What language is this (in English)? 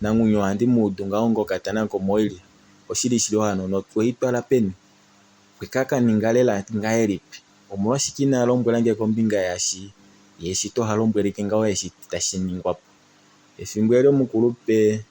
Kuanyama